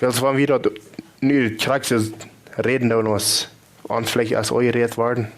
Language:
Plautdietsch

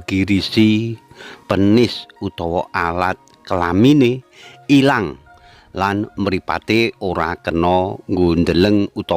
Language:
Javanese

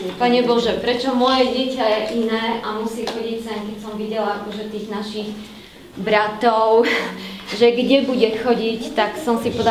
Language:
Slovak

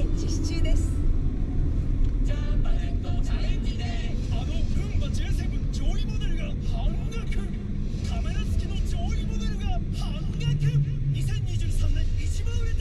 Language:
Japanese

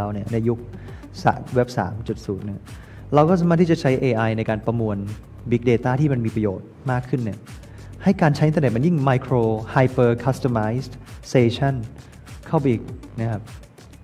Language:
Thai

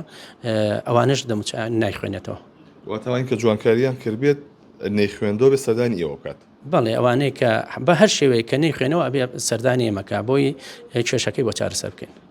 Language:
Central Kurdish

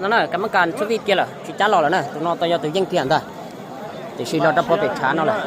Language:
Hmong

